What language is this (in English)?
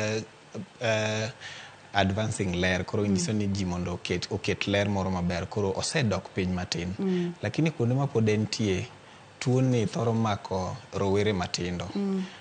Luo (Kenya and Tanzania)